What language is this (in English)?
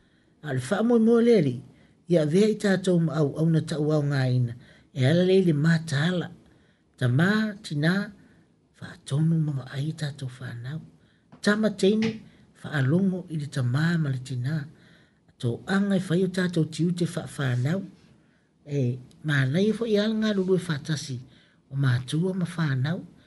Samoan